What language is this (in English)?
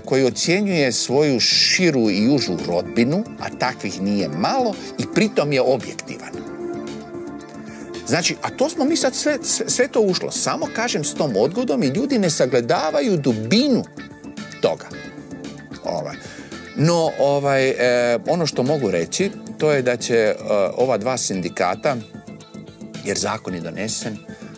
Croatian